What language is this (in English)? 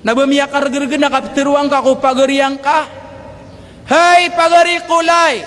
Maranao